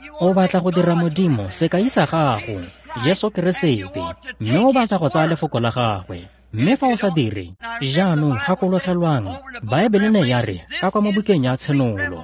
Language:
Tswana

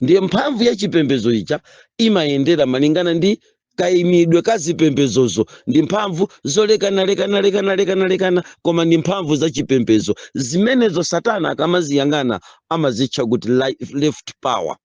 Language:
Nyanja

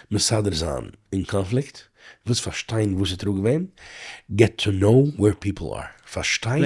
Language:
Yiddish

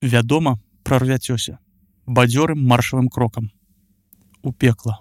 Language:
Belarusian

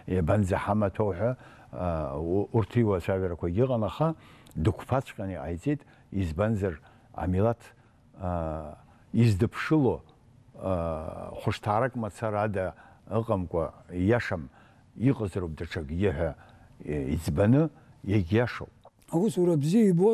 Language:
Abkhazian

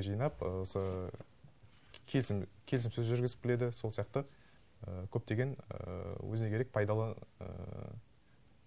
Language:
Kazakh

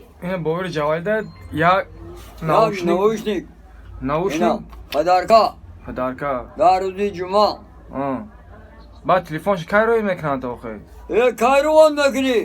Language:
Tajik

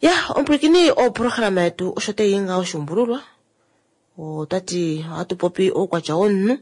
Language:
Kuanyama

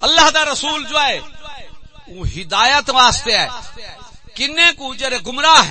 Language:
Saraiki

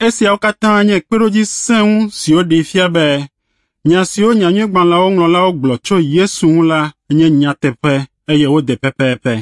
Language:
Ewe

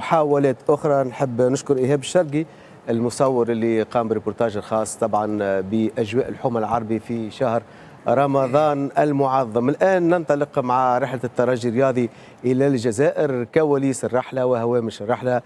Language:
Tunisian Arabic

